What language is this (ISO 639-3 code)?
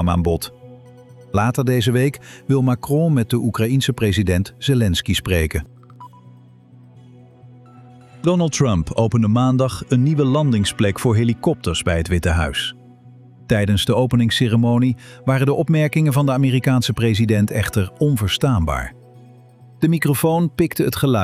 nld